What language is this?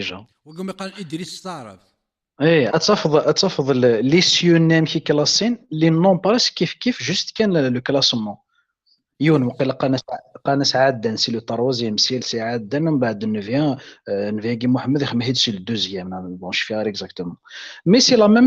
Kabyle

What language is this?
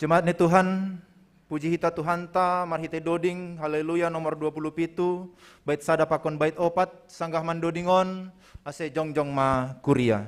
Batak Simalungun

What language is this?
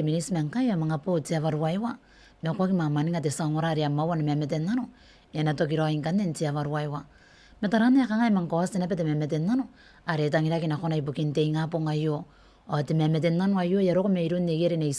Gilbertese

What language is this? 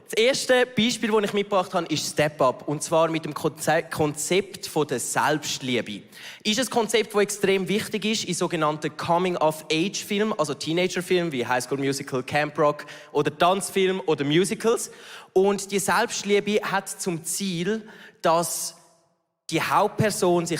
Swiss German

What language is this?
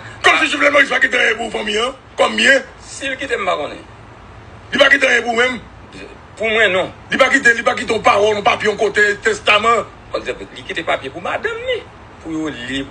Haitian Creole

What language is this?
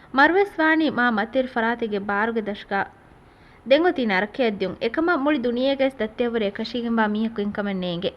Divehi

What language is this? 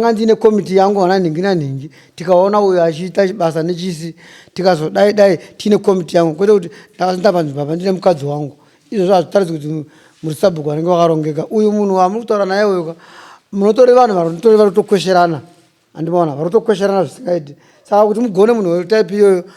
Shona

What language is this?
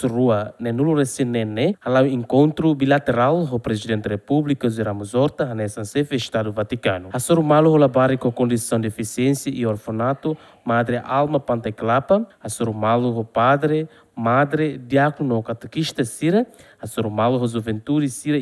Tetum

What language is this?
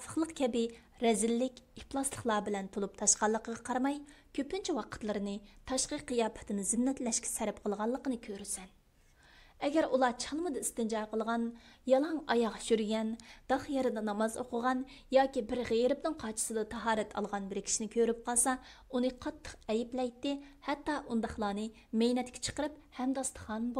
Uyghur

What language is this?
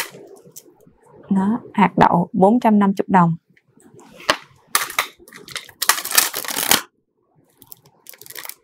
Vietnamese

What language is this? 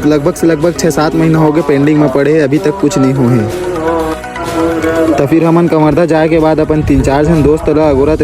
Chhattisgarhi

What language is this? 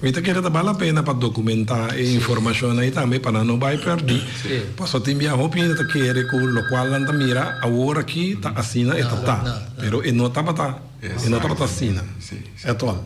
Papiamento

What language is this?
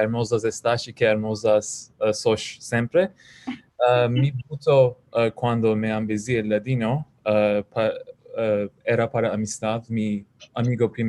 Ladino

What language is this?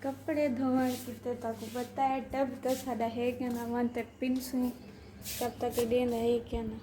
Saraiki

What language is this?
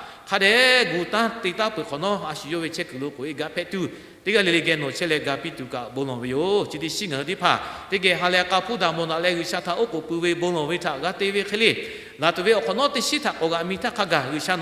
Lahu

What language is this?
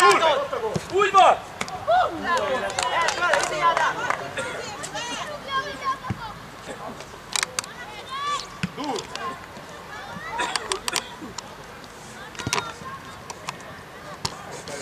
Hungarian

